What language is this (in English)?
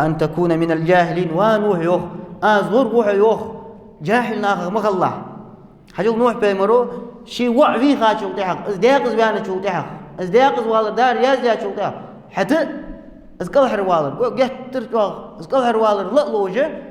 Ingush